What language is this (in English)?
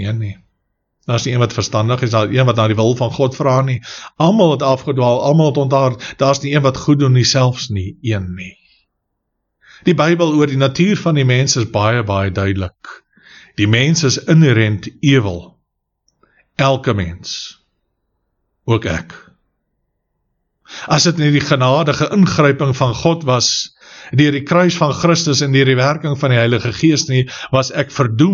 Afrikaans